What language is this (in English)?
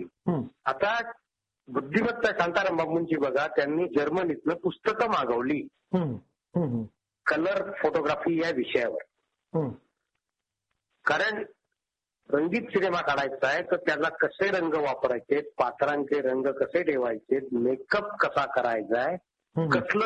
Marathi